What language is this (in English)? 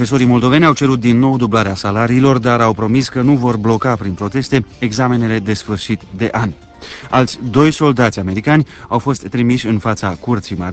Romanian